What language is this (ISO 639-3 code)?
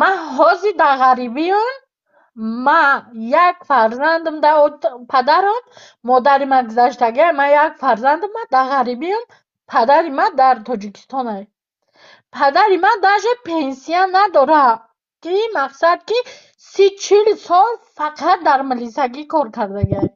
tgk